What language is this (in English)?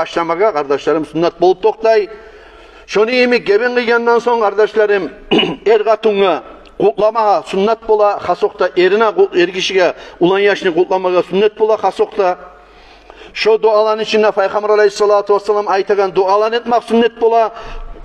Kumyk